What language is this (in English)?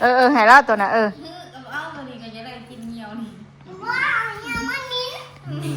Northeastern Thai